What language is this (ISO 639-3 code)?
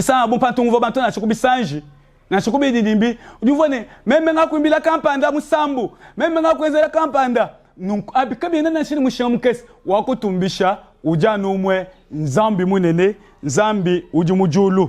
lua